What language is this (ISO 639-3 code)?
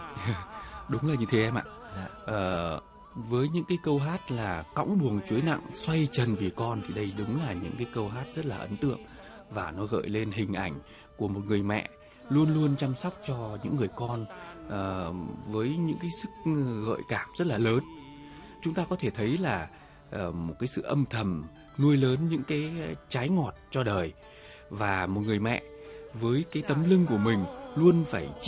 vie